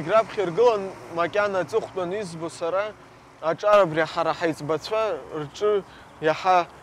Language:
Abkhazian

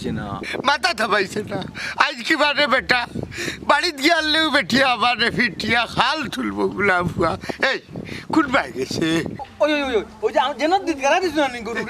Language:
Sylheti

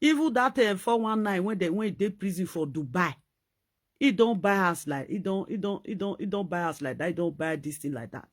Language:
Nigerian Pidgin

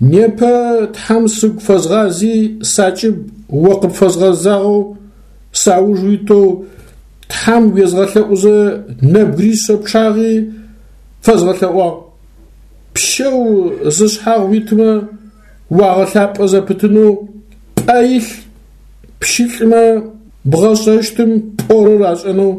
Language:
Adyghe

